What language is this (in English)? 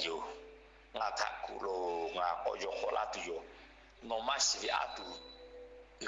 Lahu